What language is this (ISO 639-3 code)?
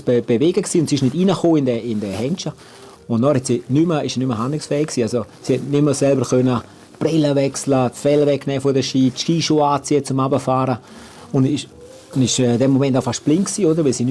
roh